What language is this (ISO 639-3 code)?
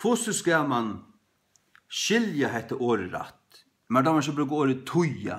fao